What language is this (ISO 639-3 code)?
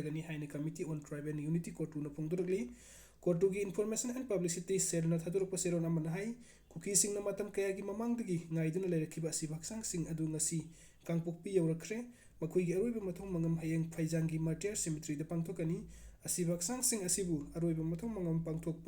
mni